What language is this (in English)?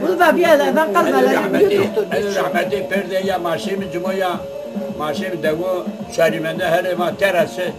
Zaza